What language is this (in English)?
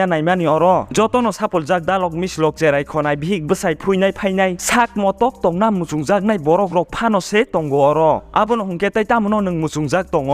Kok Borok